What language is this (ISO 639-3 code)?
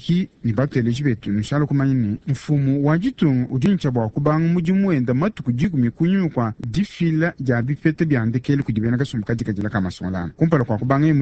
lua